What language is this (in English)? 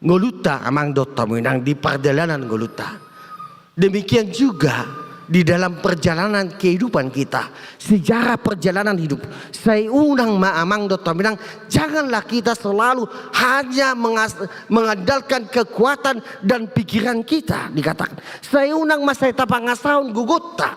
Batak Toba